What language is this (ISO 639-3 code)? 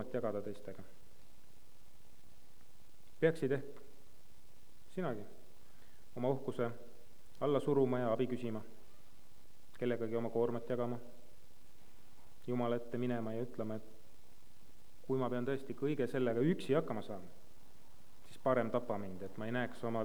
est